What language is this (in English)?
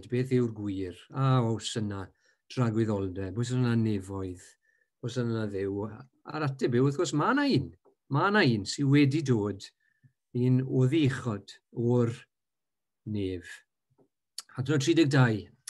Welsh